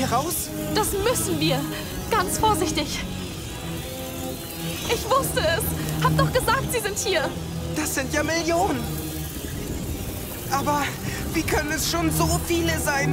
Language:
German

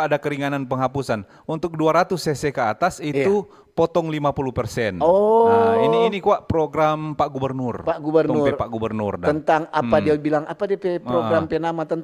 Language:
Manado Malay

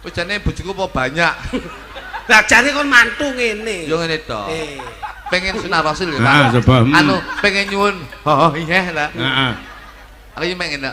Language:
Javanese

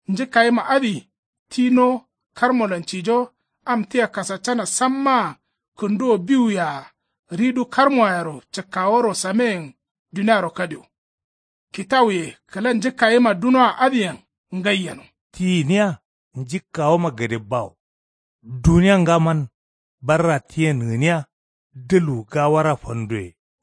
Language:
Kanuri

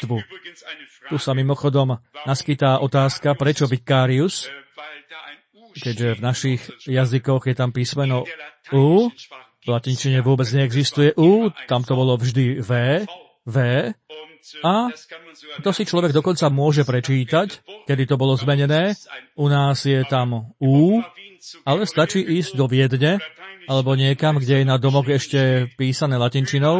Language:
Slovak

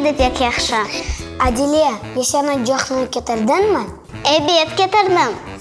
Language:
Crimean Tatar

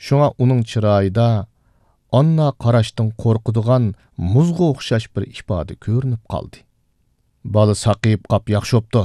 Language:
Uyghur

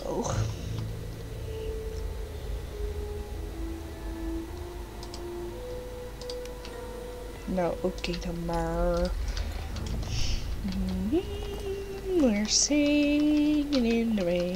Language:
Dutch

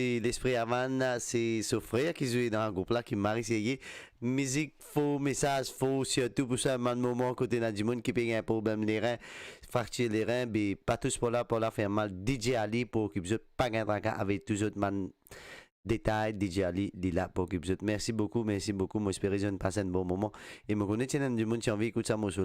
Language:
Morisyen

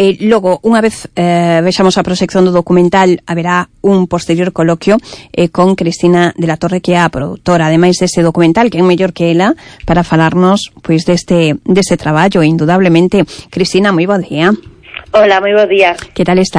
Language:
Galician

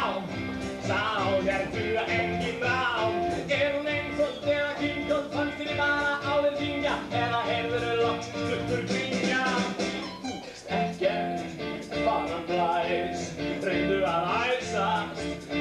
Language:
Icelandic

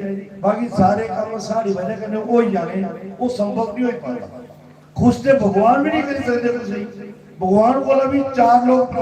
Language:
Dogri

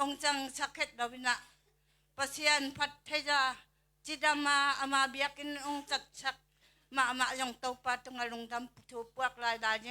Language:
Tedim Chin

